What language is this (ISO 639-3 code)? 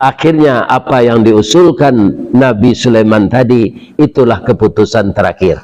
min